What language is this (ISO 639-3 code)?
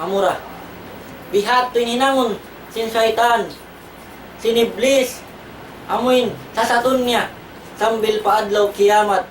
tsg